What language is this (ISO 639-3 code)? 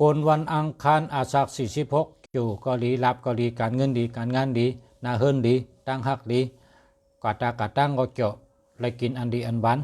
shn